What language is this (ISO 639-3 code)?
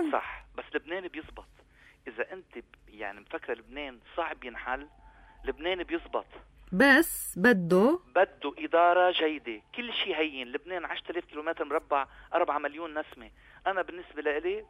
apc